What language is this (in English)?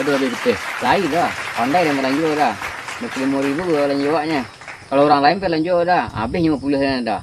Minangkabau